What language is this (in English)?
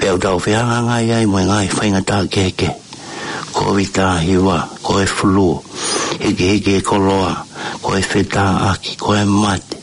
Tongan